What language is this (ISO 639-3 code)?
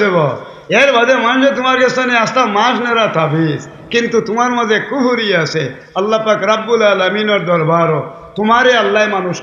syl